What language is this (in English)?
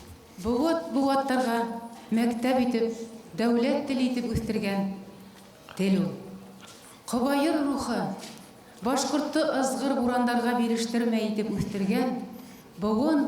Bashkir